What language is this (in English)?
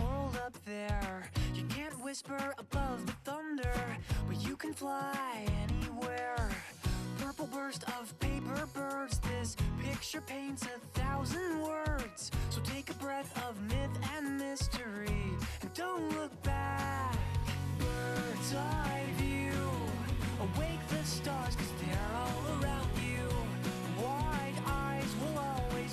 English